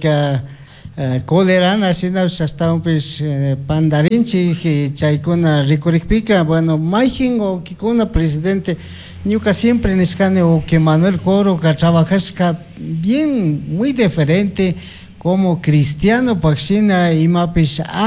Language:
Chimborazo Highland Quichua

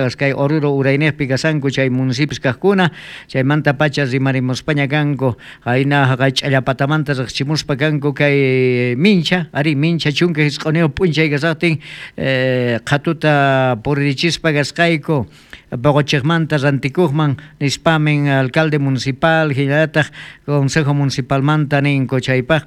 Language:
South Bolivian Quechua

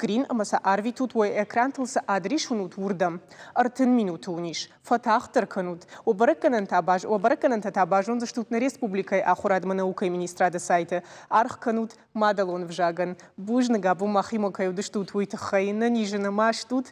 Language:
Ossetic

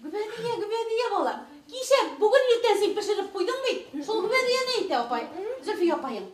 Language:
Bashkir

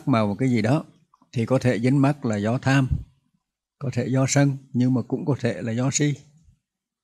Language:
Vietnamese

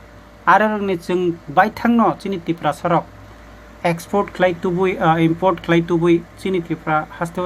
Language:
Kok Borok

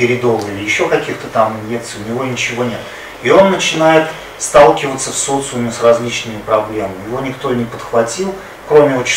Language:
Russian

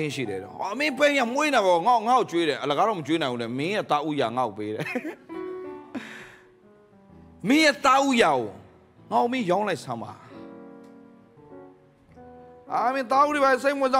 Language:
Burmese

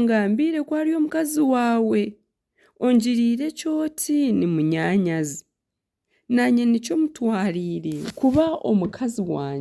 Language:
Nyankole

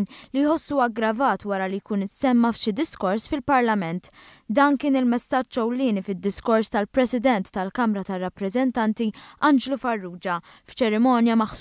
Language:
Maltese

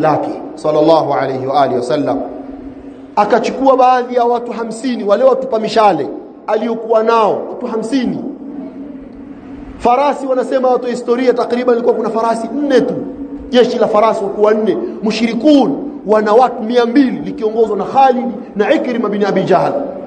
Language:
Swahili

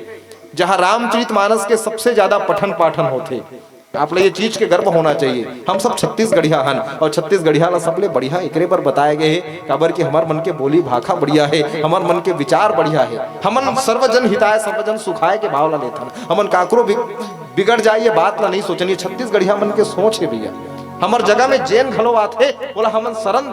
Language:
Chhattisgarhi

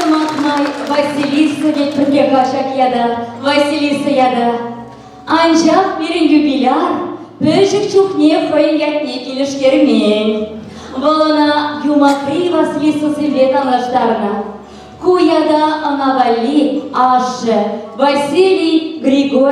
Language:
Chuvash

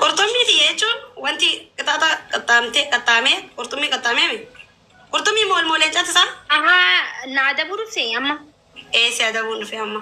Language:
Oromo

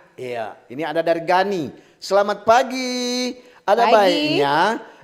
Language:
Manado Malay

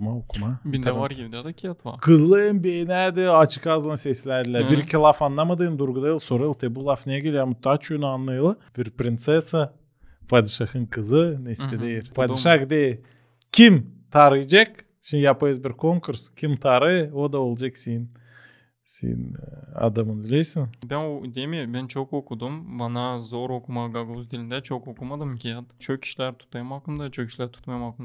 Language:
Gagauz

